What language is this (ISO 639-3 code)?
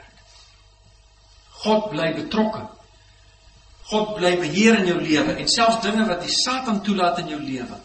afr